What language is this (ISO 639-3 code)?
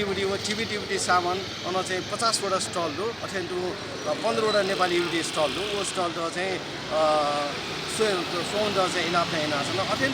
new